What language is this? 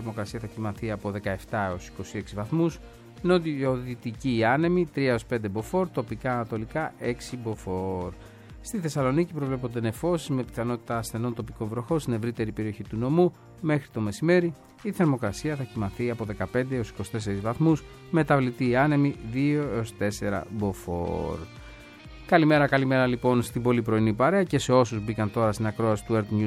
Greek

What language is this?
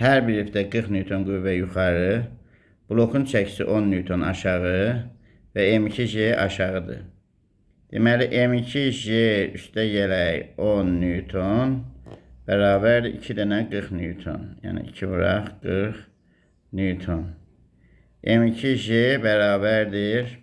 Azerbaijani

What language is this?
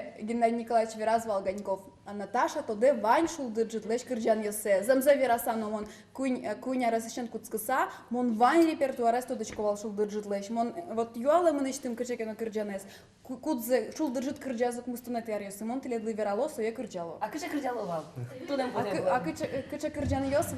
Udmurt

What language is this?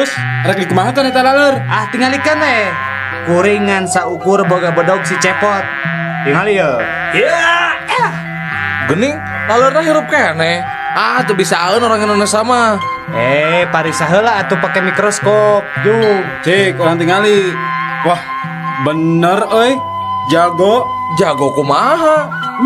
Sundanese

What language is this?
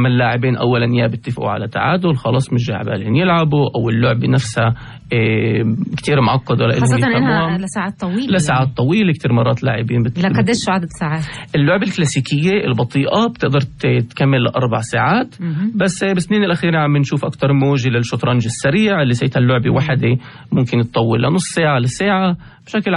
North Levantine Arabic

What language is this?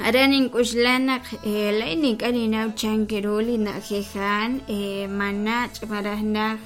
Kekchí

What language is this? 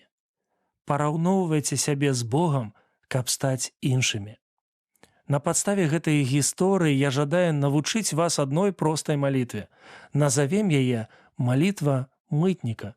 Belarusian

